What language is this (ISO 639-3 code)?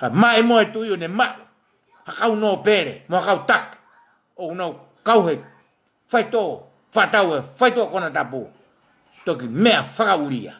ton